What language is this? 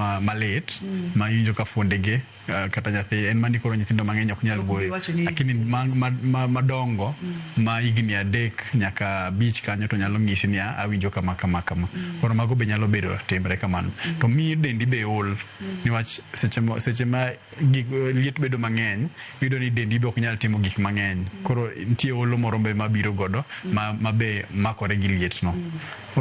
Luo (Kenya and Tanzania)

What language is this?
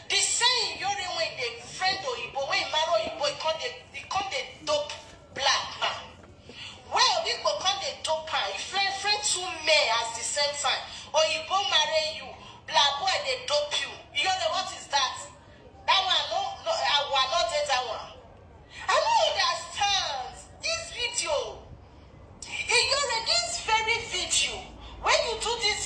Nigerian Pidgin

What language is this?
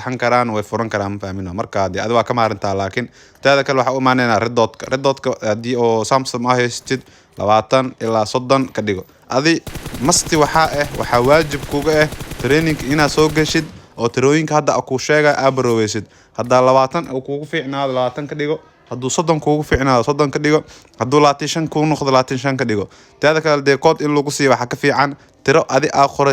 Somali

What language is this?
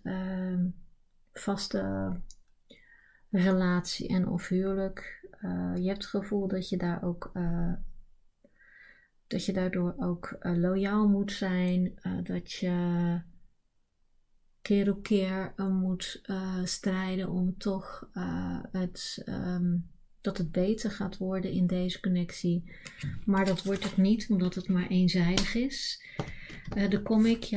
Dutch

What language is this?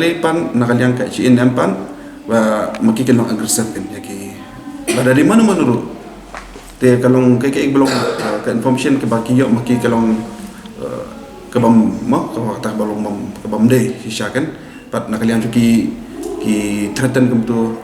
Khasi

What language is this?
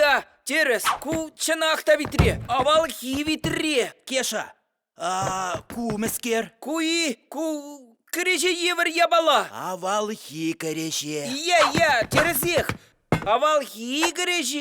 Chuvash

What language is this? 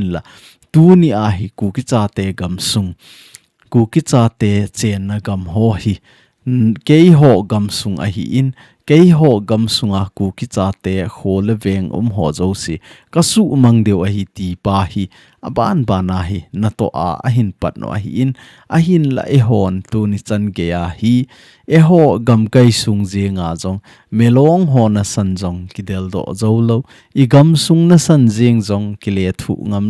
Thado Chin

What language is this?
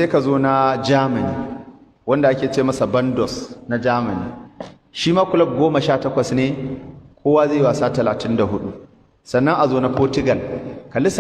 Hausa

